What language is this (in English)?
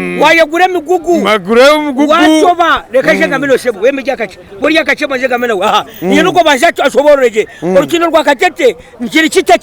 Nyankole